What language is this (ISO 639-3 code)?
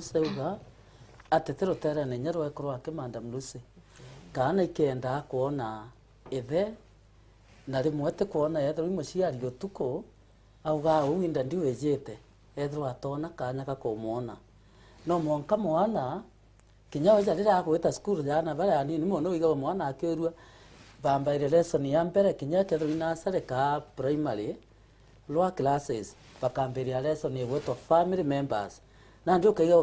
mer